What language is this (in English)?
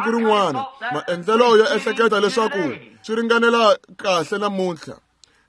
Tsonga